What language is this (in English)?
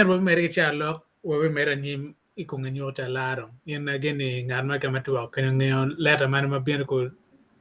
Acoli